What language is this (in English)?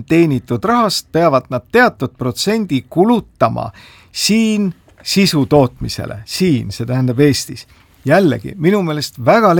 Estonian